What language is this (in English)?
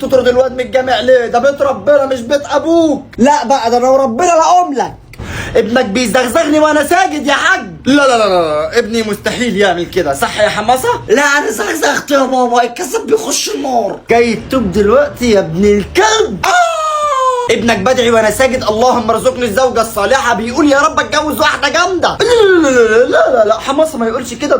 Egyptian Arabic